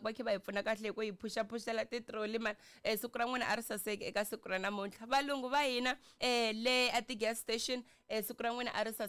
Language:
Tsonga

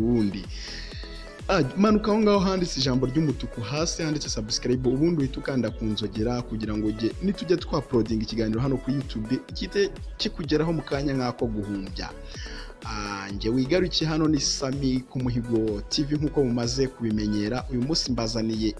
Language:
Kinyarwanda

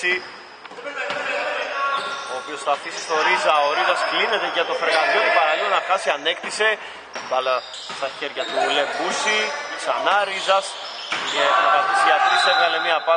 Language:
Greek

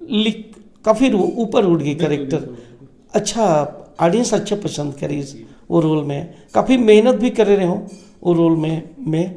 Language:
Chhattisgarhi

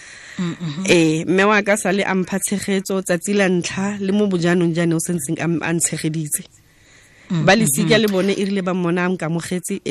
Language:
Tswana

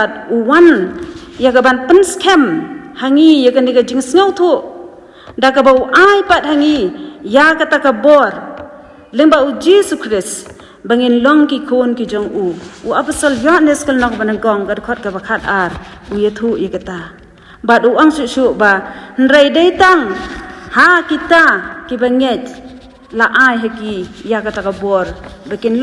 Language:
Khasi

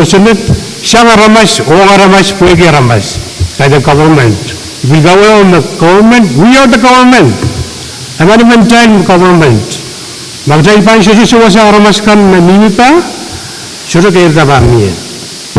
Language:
Pohnpeian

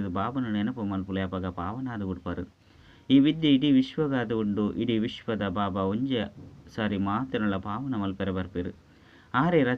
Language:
Tulu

